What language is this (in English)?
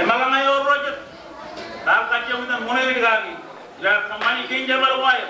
Marshallese